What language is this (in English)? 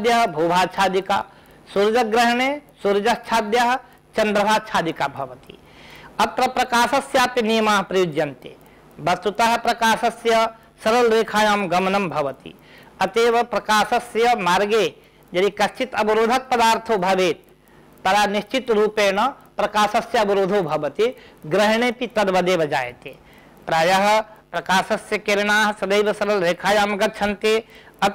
Sanskrit